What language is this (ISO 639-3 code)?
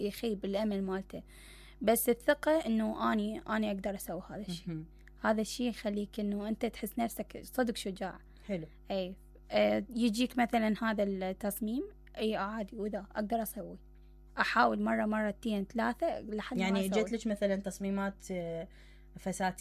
acm